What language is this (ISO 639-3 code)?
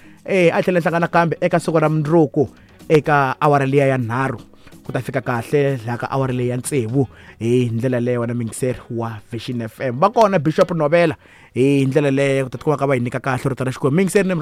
tso